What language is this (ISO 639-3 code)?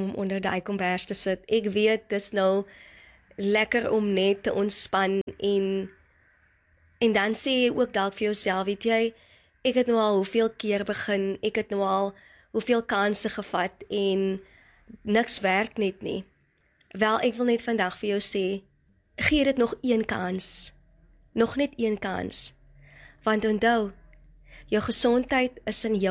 afr